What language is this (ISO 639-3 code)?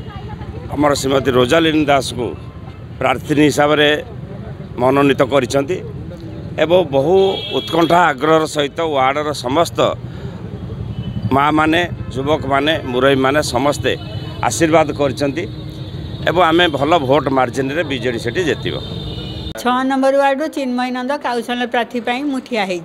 ori